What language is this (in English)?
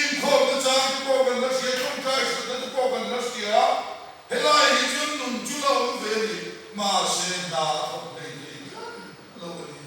Mizo